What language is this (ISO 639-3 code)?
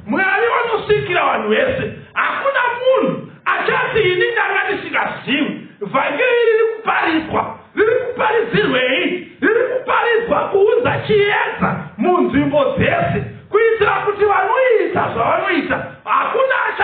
sna